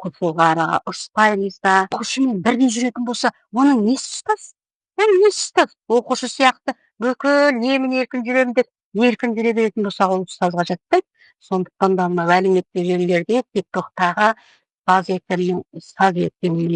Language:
Kazakh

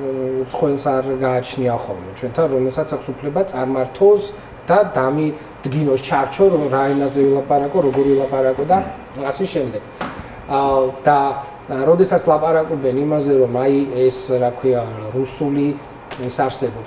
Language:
Georgian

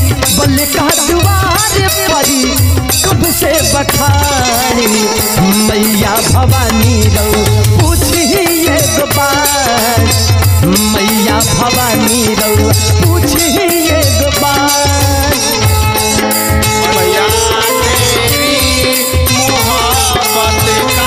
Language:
Bhojpuri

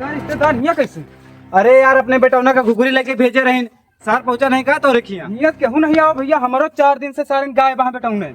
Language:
Awadhi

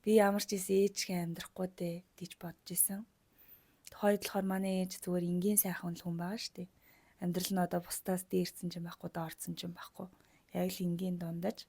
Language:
Mongolian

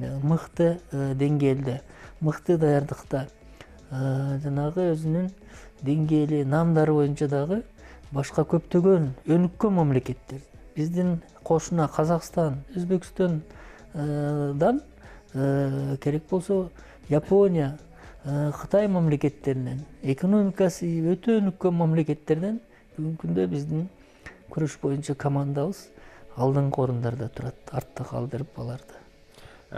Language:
Kyrgyz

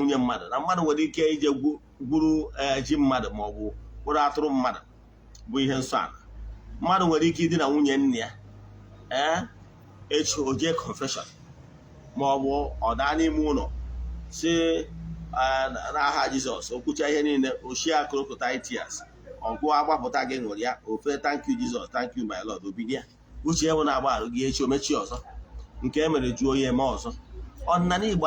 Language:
Igbo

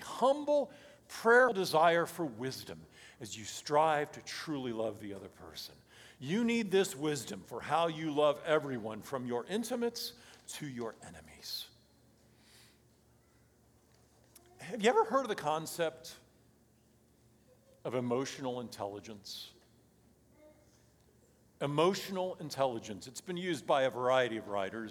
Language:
English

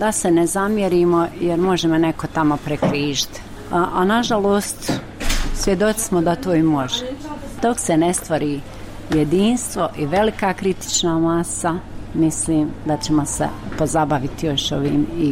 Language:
Bosnian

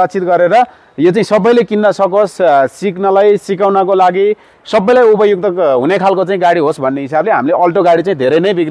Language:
Nepali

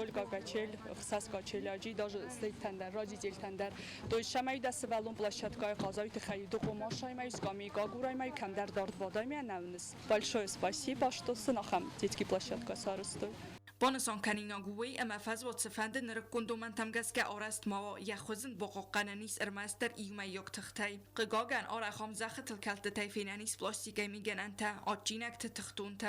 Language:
Ossetic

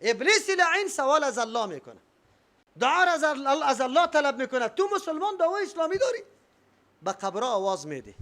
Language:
Persian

